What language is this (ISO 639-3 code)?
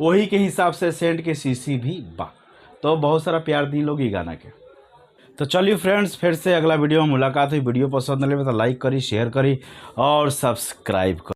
bho